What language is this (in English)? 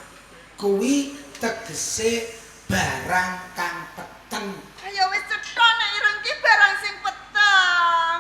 Javanese